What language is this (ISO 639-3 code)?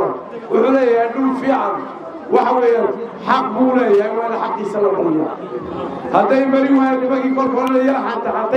som